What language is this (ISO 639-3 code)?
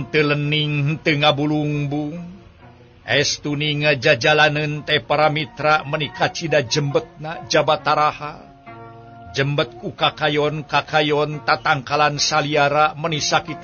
sun